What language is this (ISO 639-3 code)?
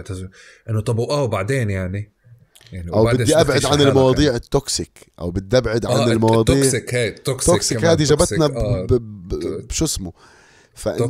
apc